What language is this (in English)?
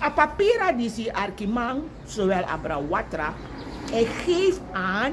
Sranan Tongo